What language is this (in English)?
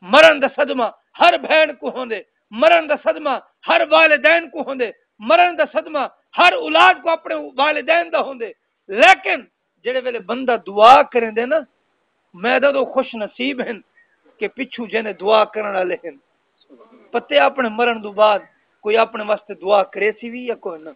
Saraiki